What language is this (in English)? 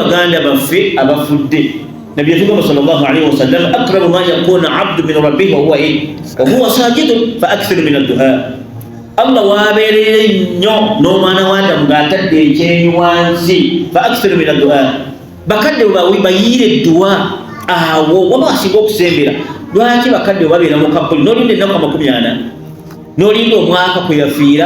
Ganda